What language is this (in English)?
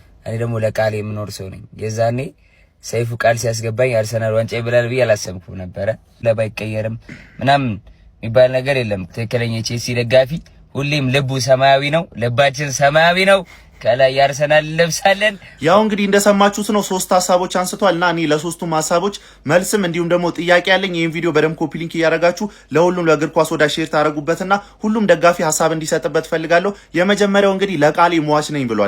Amharic